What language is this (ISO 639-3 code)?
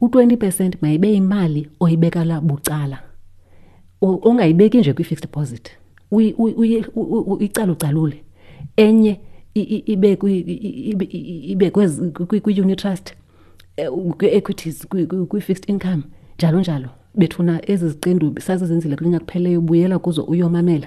xho